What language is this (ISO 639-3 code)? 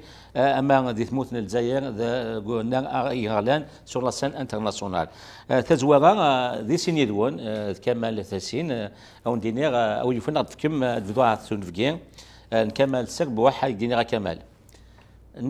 kab